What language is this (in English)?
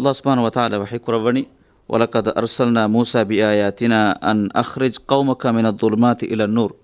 Divehi